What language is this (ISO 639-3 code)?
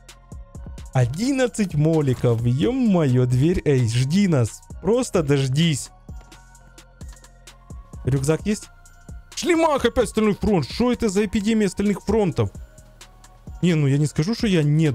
rus